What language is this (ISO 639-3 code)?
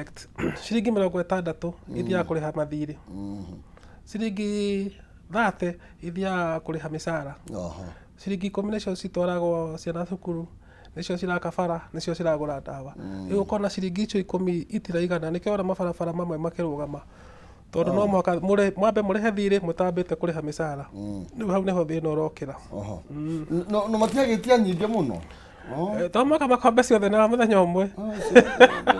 kik